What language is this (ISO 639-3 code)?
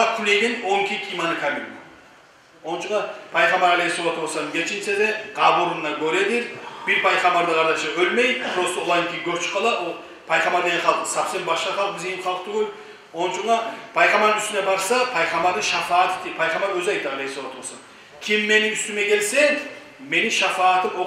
kum